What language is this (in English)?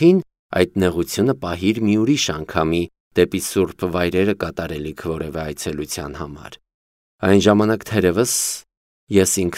Armenian